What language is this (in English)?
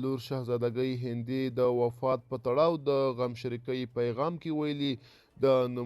Pashto